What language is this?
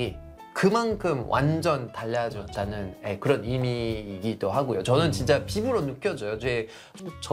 Korean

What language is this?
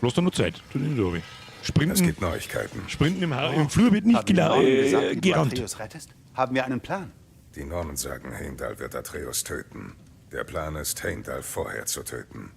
Bavarian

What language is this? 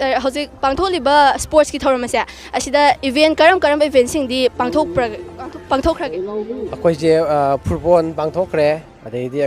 Manipuri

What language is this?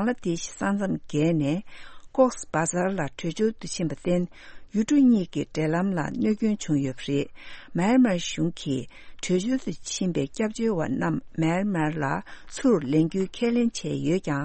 Tibetan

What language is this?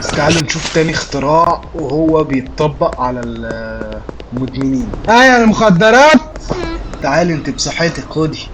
Egyptian Arabic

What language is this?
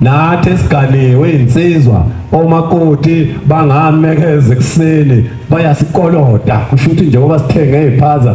Zulu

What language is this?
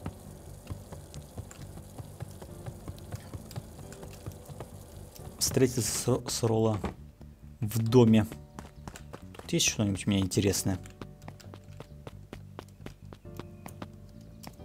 Russian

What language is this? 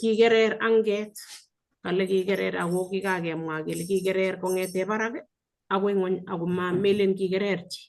Kalenjin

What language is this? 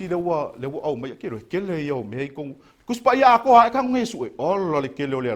Samoan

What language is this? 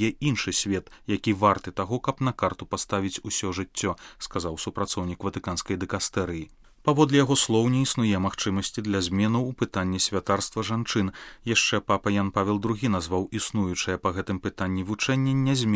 Belarusian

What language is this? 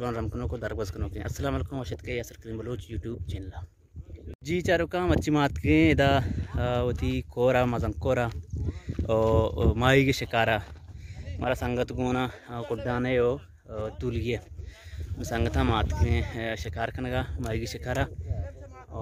Baluchi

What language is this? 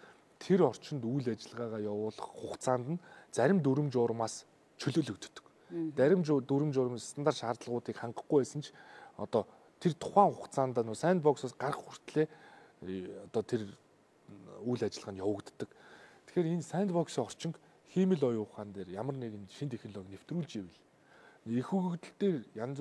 Mongolian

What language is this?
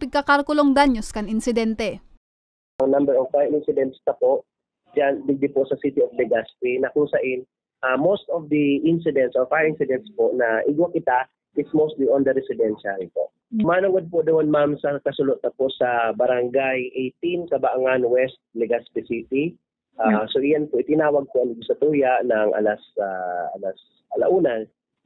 Bikol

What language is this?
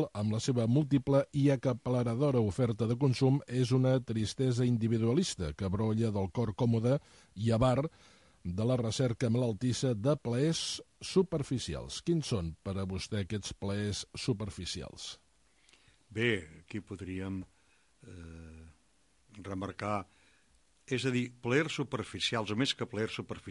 Catalan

